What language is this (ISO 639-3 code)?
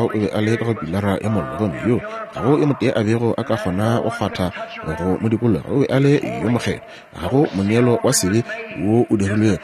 nso